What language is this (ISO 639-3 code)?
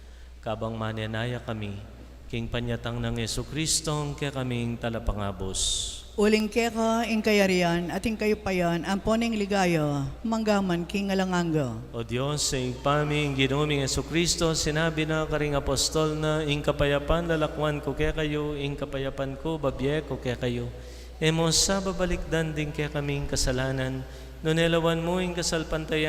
pam